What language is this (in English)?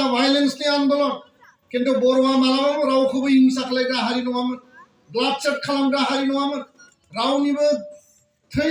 Bodo